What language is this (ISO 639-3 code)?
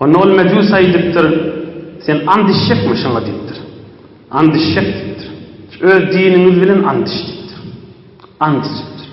tuk